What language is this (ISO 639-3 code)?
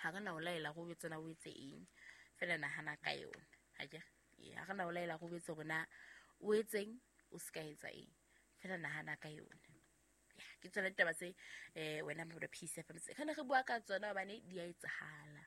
sot